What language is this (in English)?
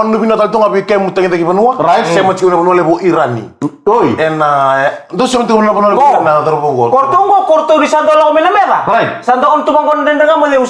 Fijian